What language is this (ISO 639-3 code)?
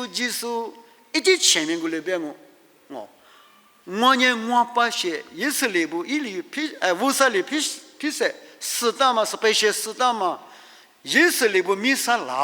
lis